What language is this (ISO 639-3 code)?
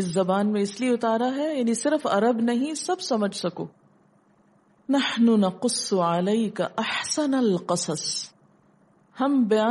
urd